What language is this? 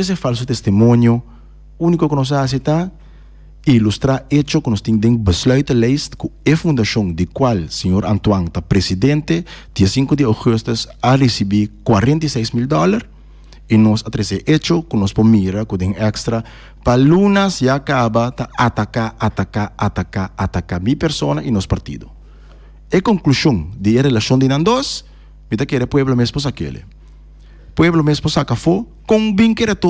Papiamento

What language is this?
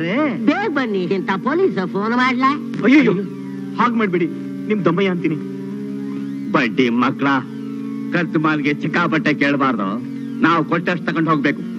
Kannada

